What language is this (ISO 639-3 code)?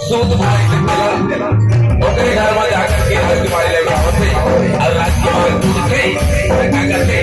hne